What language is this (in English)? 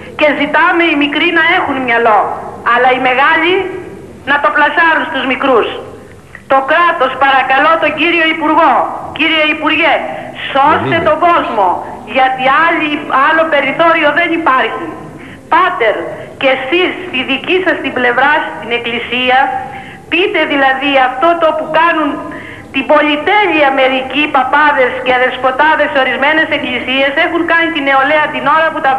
Greek